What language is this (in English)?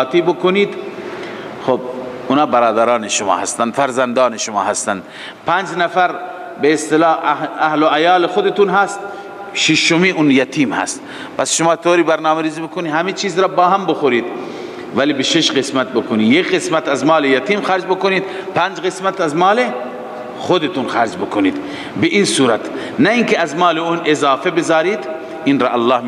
Persian